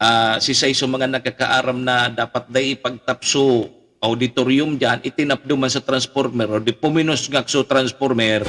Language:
Bikol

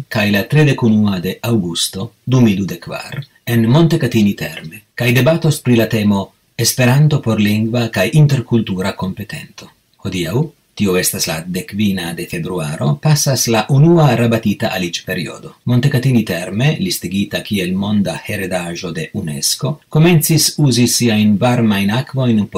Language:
Esperanto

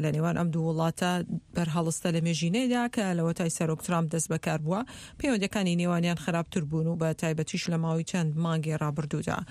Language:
Central Kurdish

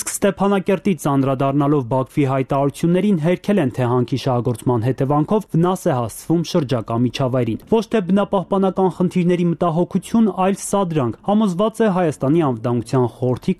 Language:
Armenian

